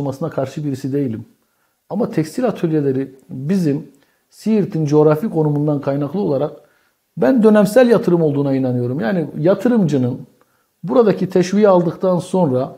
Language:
Turkish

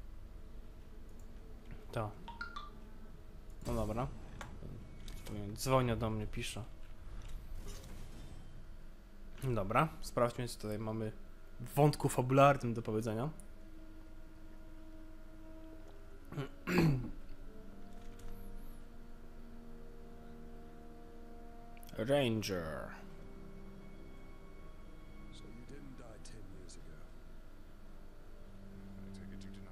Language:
Polish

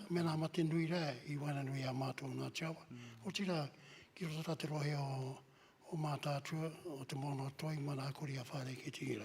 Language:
Māori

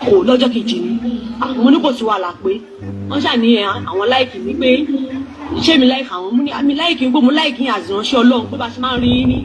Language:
Yoruba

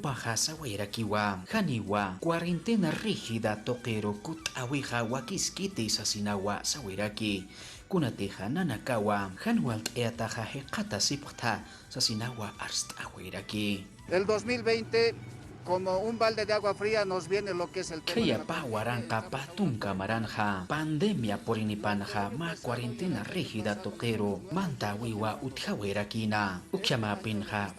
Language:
Aymara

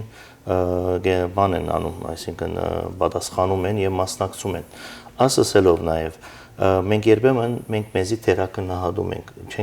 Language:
Western Armenian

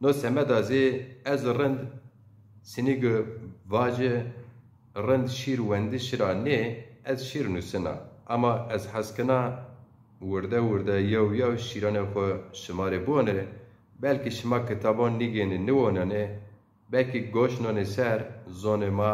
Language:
Zaza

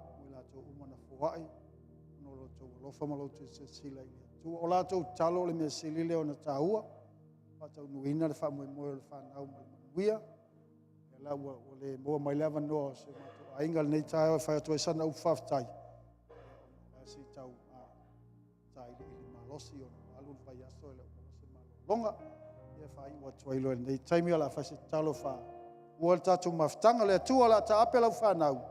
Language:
Samoan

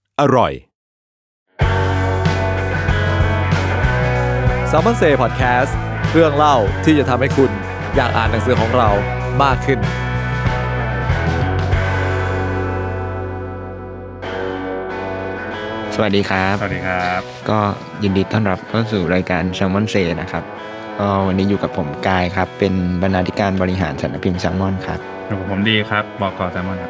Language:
Thai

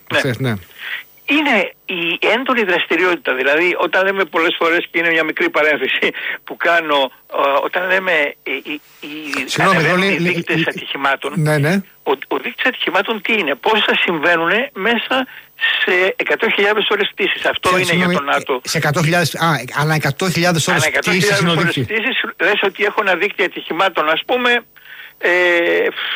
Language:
Greek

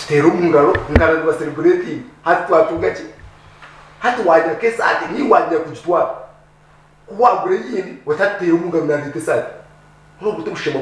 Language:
Nyankole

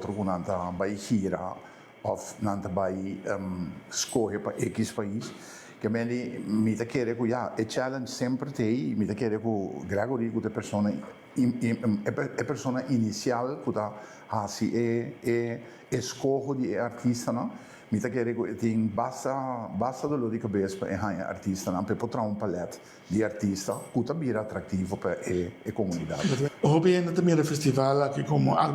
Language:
Papiamento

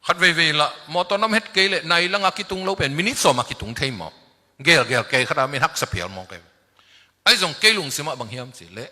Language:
Tedim Chin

